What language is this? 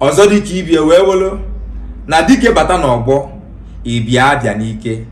Igbo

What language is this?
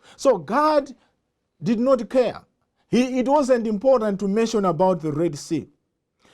English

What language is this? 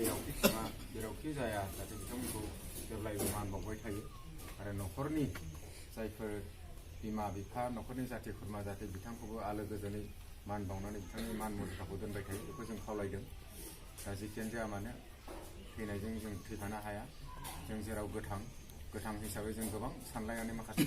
Bodo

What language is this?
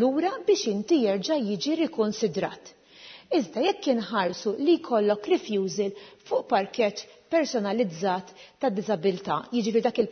Maltese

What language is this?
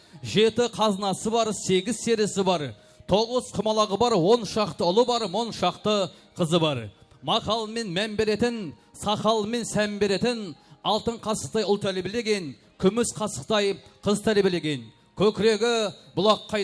Kara-Kalpak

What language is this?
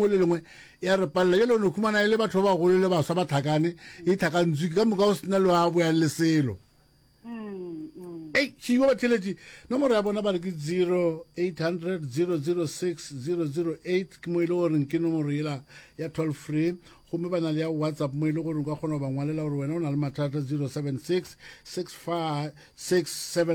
Northern Sotho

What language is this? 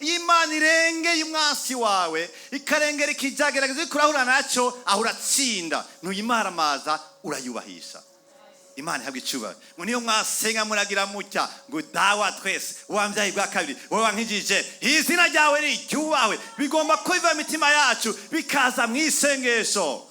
Rundi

